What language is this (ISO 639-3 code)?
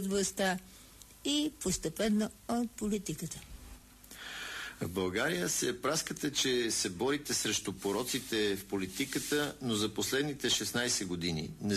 bul